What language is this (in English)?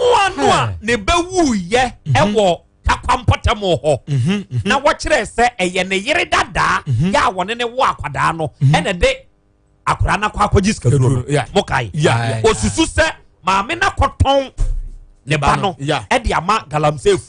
Akan